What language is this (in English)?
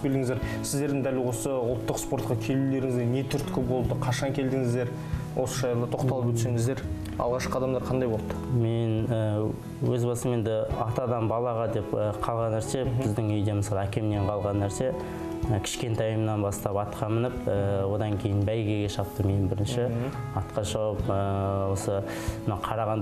Kazakh